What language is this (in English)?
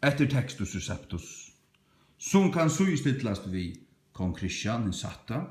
Faroese